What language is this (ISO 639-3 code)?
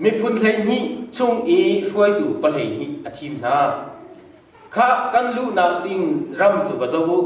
cnh